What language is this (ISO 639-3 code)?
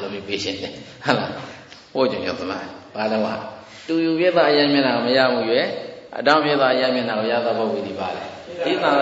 mya